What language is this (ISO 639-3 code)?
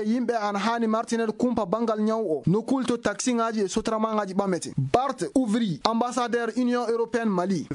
ful